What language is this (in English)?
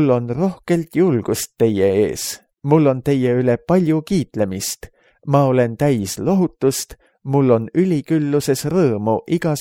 Estonian